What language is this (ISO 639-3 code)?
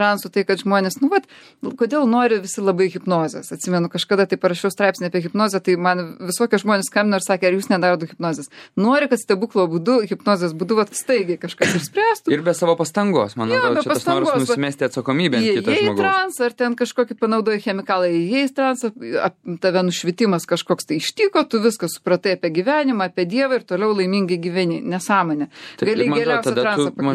lit